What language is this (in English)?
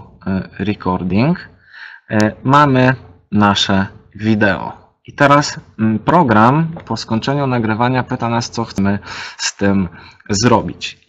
Polish